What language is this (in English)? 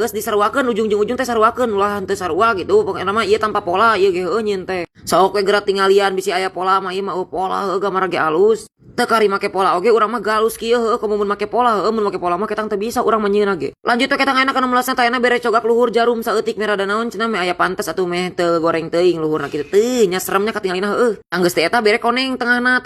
Sundanese